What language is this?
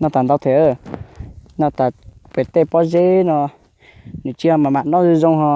Hmong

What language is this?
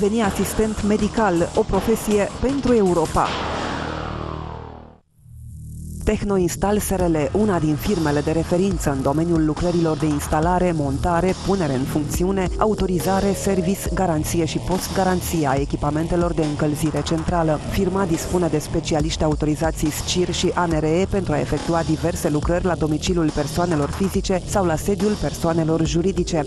Romanian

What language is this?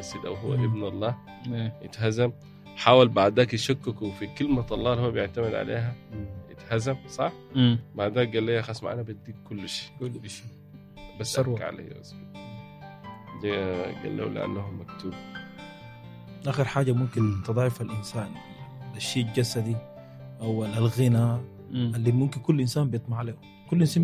Egyptian Arabic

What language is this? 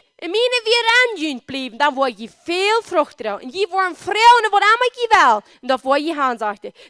Plautdietsch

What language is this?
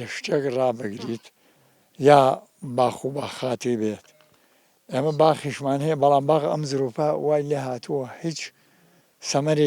Central Kurdish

